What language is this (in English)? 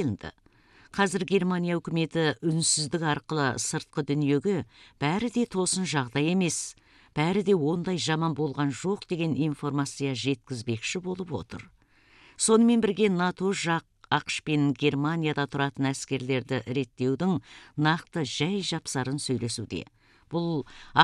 Kazakh